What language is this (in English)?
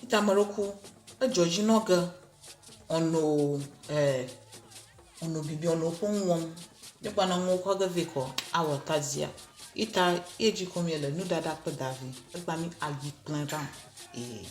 Ewe